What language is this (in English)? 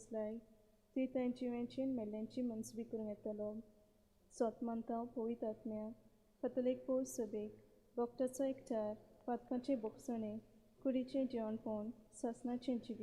Konkani